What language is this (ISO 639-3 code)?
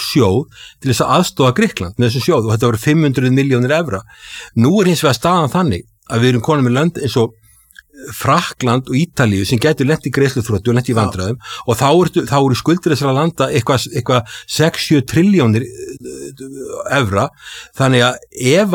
isl